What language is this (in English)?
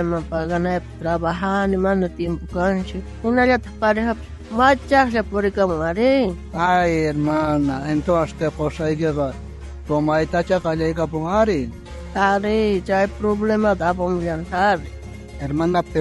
South Bolivian Quechua